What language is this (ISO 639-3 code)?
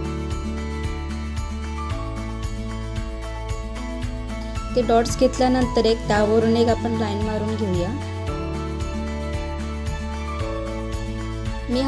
mar